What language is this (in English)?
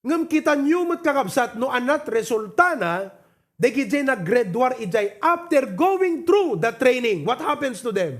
Iloko